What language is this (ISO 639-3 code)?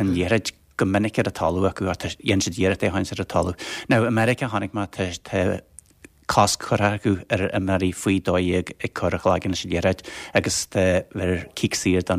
gle